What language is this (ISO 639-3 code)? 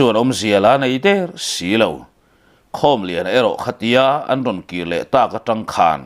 lus